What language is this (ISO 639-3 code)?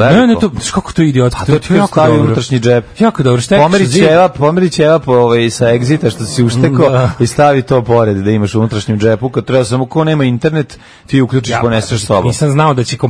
srp